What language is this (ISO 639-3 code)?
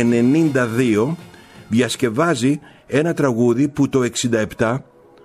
ell